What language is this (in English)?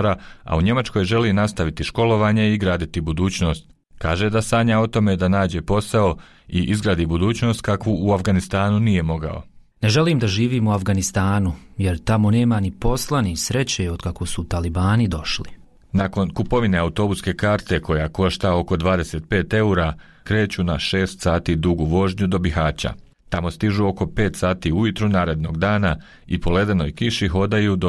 Bosnian